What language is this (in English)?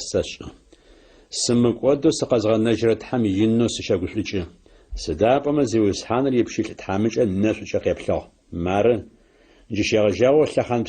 Adyghe